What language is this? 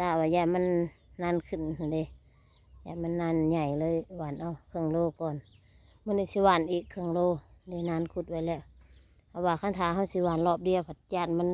Northeastern Thai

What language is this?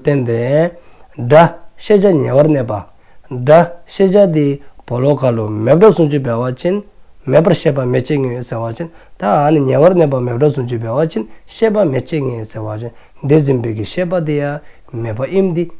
Dzongkha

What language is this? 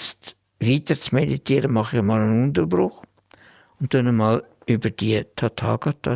Swiss German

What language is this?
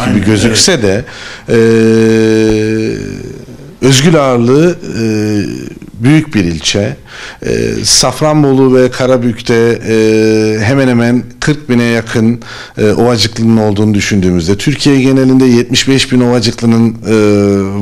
Turkish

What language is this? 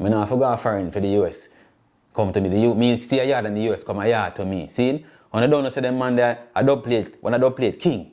Jamaican Creole English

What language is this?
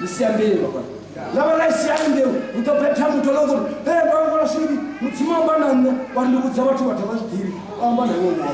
Venda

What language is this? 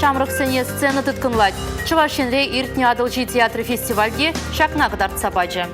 Chuvash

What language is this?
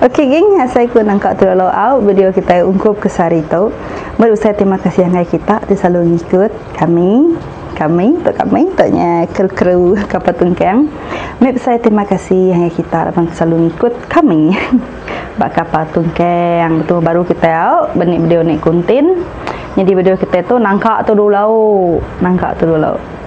Iban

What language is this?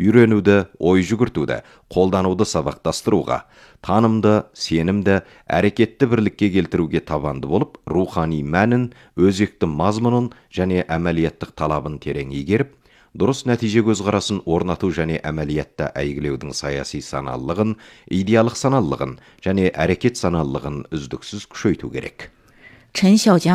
Kazakh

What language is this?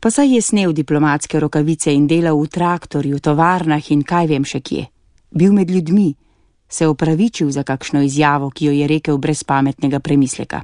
Slovenian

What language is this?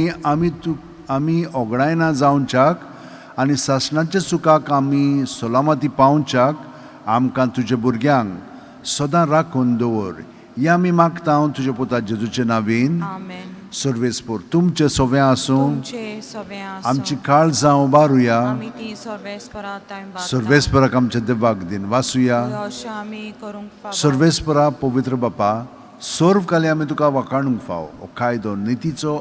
Konkani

